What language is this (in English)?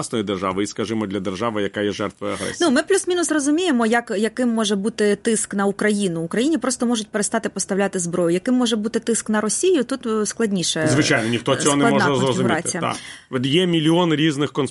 Ukrainian